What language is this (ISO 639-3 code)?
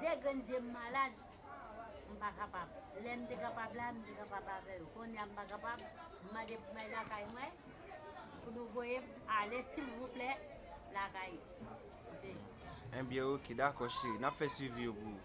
hat